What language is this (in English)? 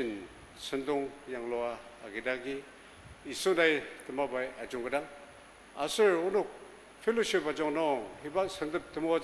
Ao Naga